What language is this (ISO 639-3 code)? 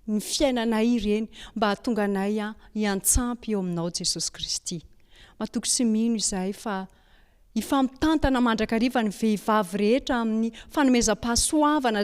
mlg